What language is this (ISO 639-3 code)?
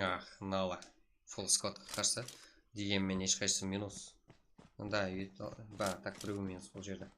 kaa